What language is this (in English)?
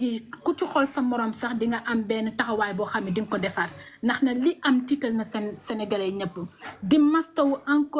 Wolof